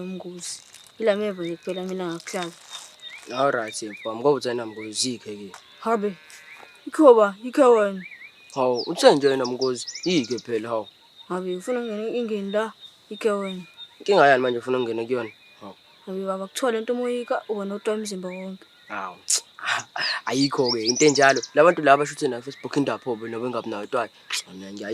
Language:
Zulu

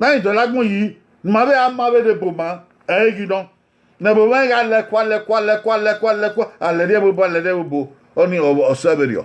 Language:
Bini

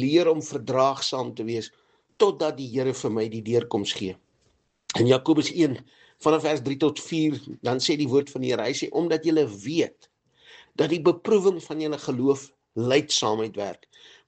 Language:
Afrikaans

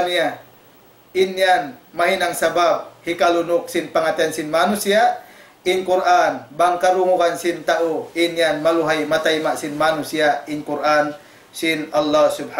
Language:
Tausug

